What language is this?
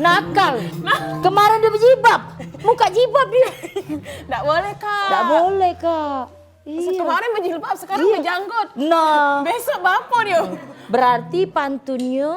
Musi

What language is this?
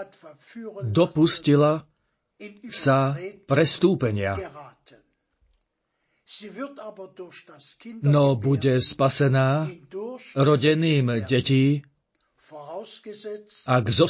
Slovak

